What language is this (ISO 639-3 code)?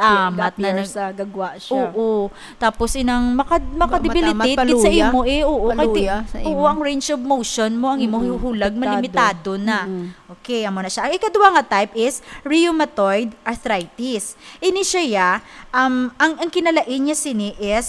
hil